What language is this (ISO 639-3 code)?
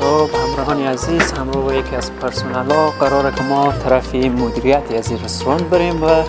fas